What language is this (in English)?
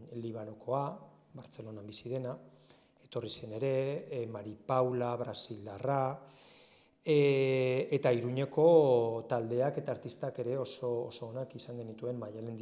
Basque